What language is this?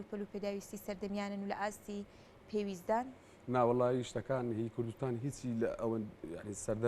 Central Kurdish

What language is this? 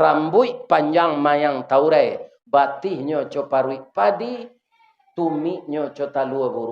Minangkabau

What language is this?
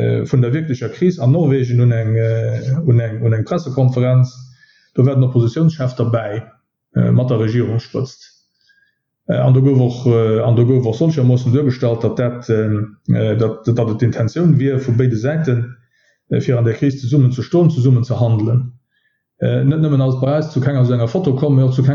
Luxembourgish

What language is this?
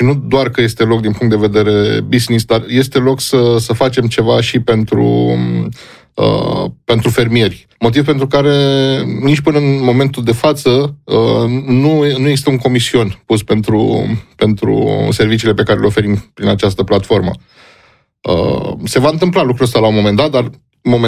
Romanian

